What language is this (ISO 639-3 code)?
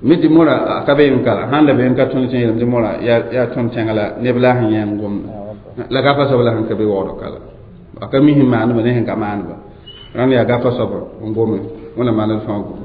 mos